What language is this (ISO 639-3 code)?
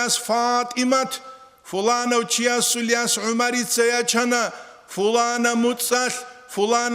ava